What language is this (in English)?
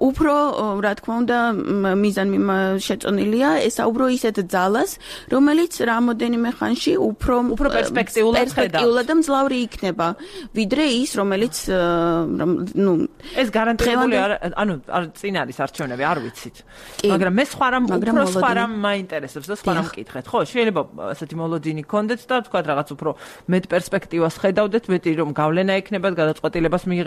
Georgian